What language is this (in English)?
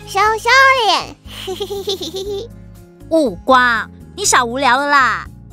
Chinese